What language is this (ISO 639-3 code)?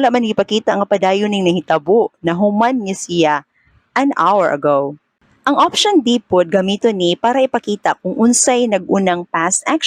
ceb